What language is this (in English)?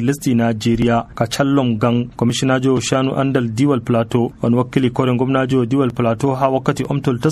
Nigerian Fulfulde